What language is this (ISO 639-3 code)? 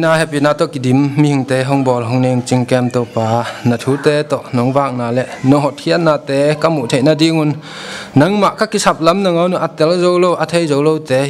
ctd